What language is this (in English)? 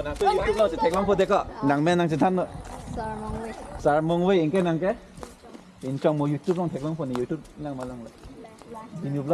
Karbi